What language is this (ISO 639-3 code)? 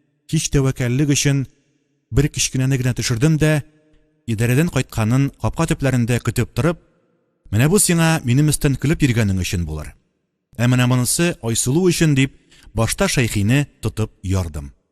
tat